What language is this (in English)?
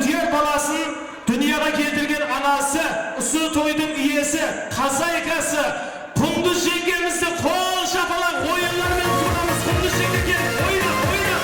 Kara-Kalpak